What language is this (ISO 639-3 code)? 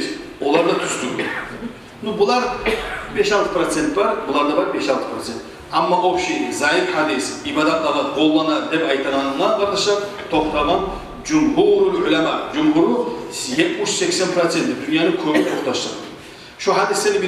kum